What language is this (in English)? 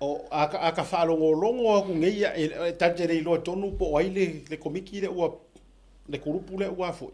Samoan